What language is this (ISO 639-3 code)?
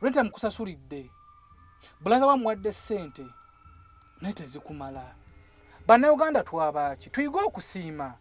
lug